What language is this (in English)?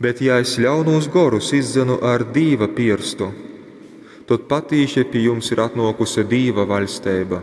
Latgalian